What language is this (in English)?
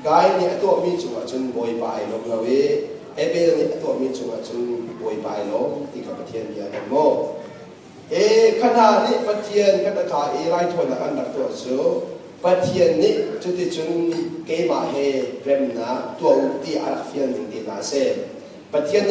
Hakha Chin